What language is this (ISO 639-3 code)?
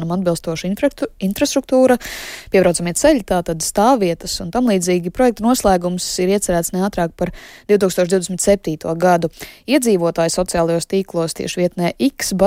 lav